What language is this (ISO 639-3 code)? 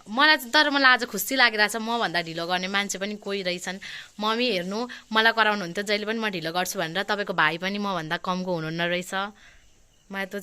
nep